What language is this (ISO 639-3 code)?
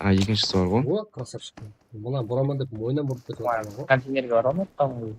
kaa